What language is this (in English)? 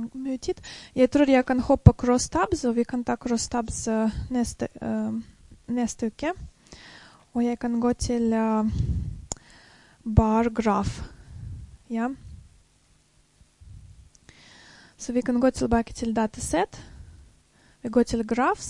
Norwegian